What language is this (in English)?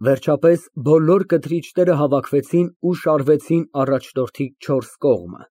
Armenian